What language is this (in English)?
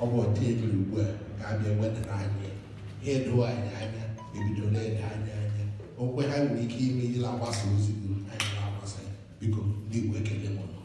Igbo